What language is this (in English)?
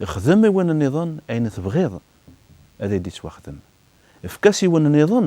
Kabyle